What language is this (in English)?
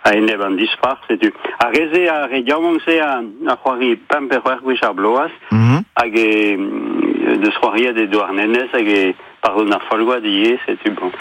Breton